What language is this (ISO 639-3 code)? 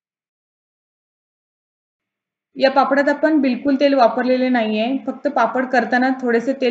mar